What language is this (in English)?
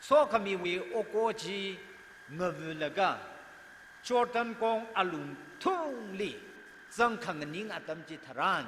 Tangkhul Naga (India)